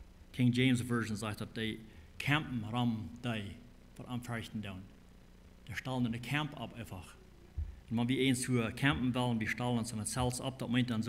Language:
Plautdietsch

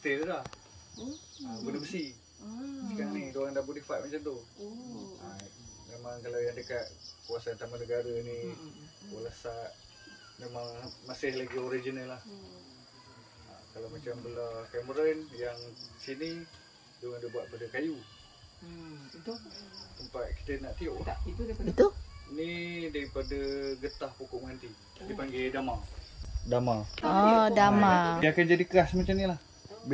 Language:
Malay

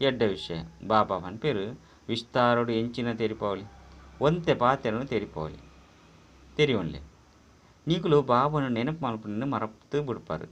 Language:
Tulu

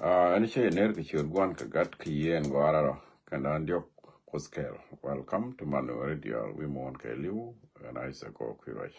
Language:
Nuer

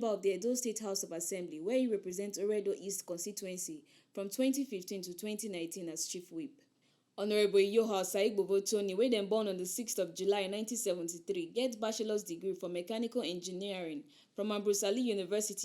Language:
Nigerian Pidgin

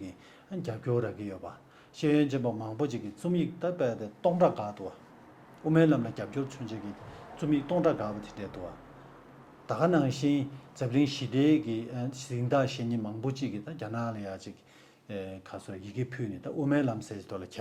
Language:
Tibetan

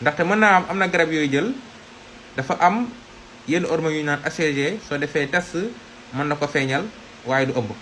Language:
Wolof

